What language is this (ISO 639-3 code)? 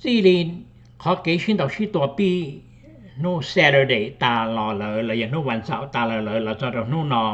hmn